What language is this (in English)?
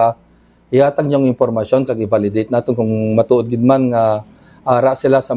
Hiligaynon